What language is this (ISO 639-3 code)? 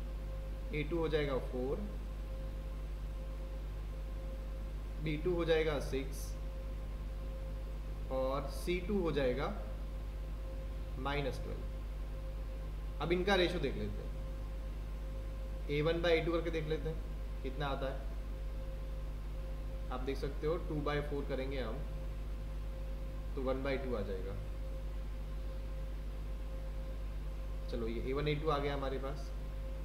hin